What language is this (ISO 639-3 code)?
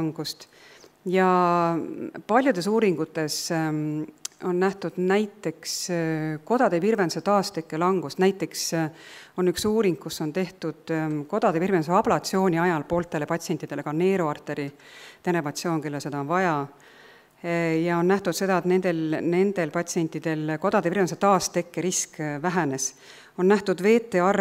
est